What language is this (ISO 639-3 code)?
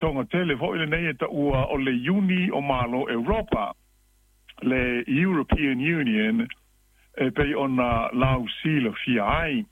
smo